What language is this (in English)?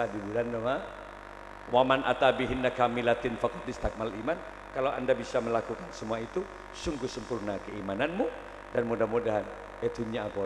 Madurese